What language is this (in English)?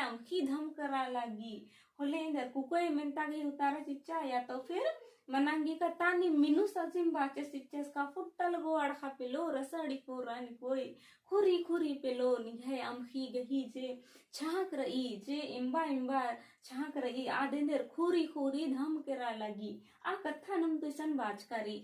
Kurukh